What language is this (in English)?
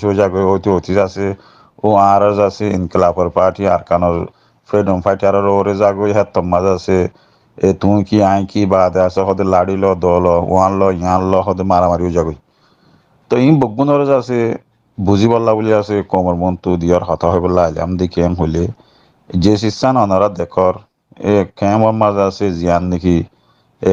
Rohingya